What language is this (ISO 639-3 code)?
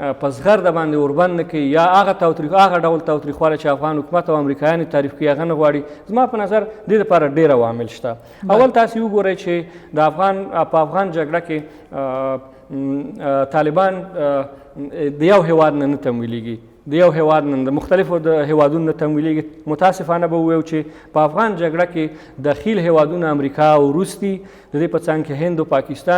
pus